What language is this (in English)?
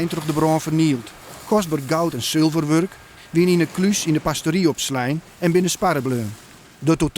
Western Frisian